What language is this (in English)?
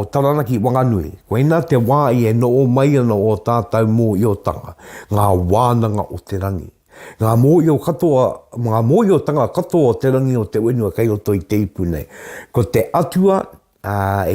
Māori